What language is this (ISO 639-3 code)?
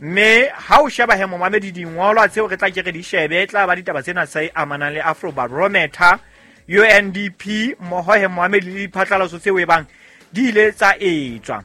sot